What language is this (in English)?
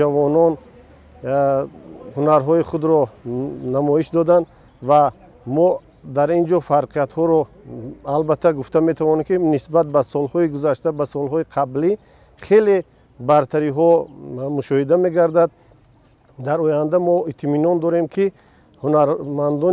Tajik